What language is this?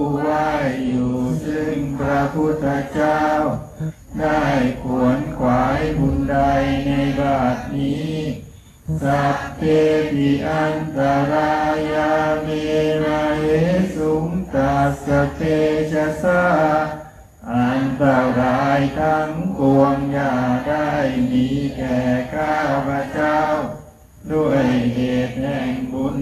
Thai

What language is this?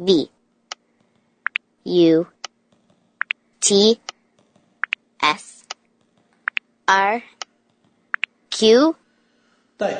Najdi Arabic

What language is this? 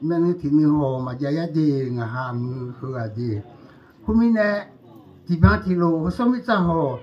Akha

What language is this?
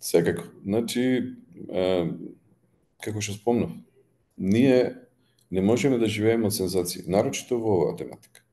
Macedonian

